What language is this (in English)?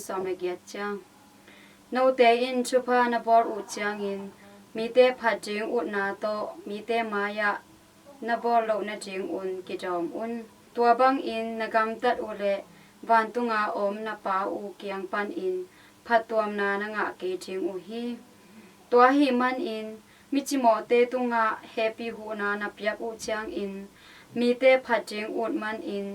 Tedim Chin